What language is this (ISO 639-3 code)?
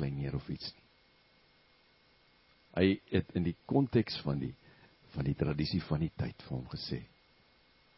afr